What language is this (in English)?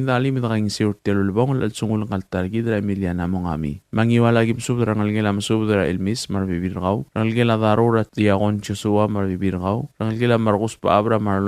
Palauan